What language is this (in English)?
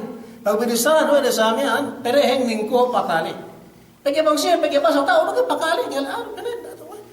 Yakan